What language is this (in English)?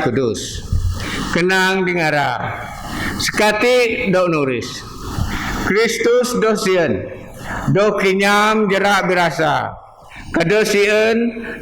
Biatah Bidayuh